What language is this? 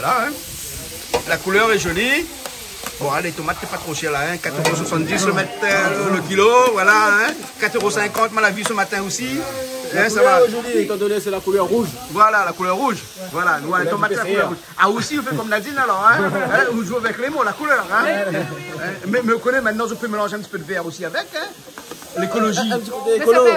Réunion Creole French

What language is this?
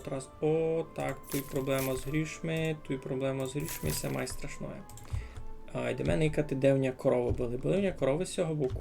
Rusyn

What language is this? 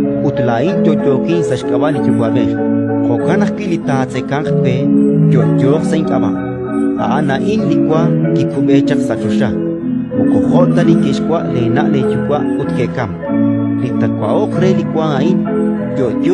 Kekchí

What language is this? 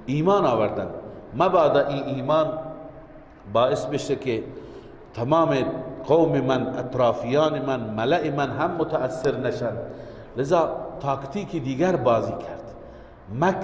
Persian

